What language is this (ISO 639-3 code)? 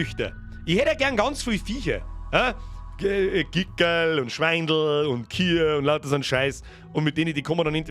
bar